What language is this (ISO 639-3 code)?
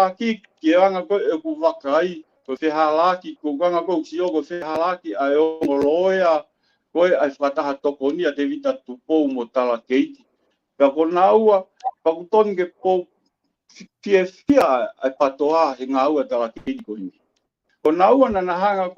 ton